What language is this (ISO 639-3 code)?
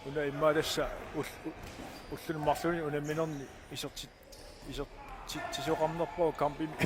kal